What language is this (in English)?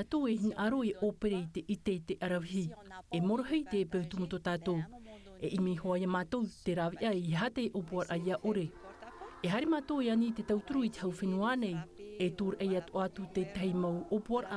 Tahitian